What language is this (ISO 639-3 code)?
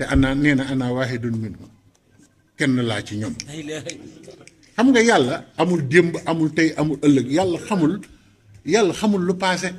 wol